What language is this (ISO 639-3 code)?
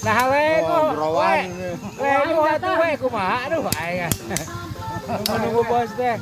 sun